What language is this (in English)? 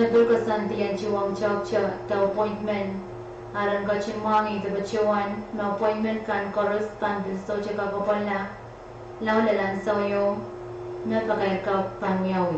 Pohnpeian